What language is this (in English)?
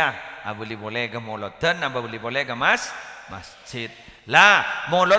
Madurese